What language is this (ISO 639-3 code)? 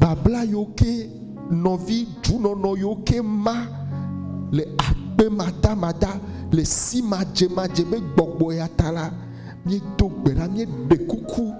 ewe